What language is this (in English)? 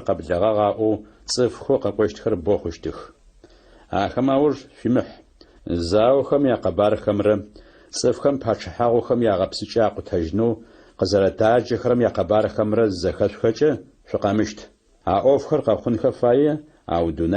Adyghe